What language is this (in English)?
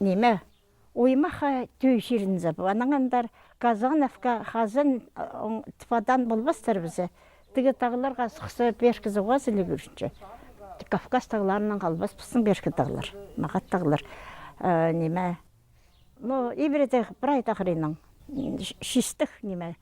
Khakas